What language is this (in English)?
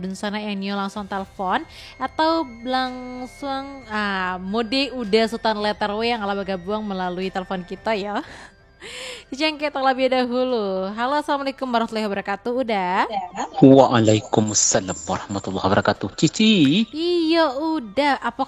Minangkabau